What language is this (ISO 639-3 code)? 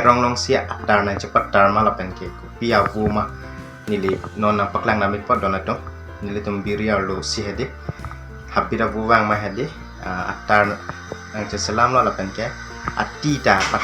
mjw